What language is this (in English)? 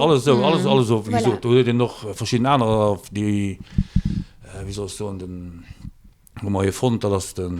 Luxembourgish